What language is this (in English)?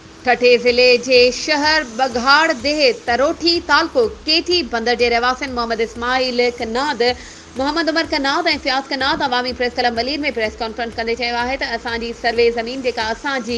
Sindhi